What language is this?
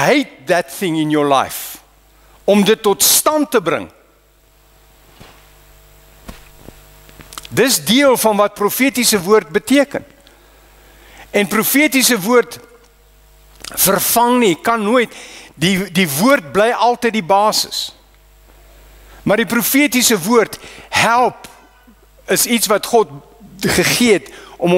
Afrikaans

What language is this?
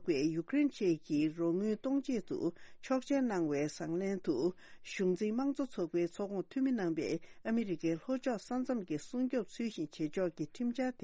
Tibetan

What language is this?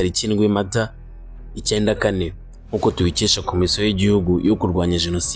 Kinyarwanda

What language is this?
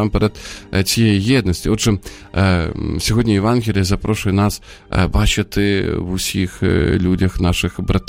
Ukrainian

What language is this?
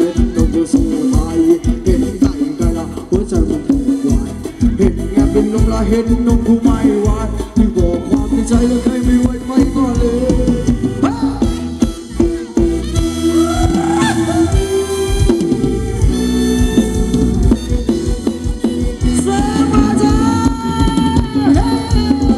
Thai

